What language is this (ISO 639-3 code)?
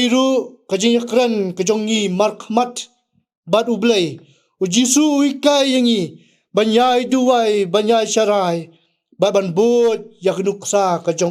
kha